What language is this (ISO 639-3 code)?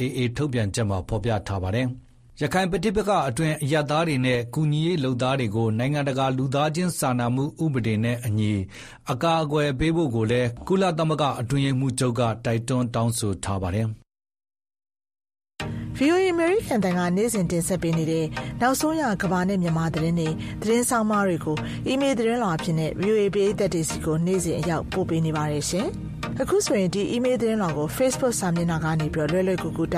mya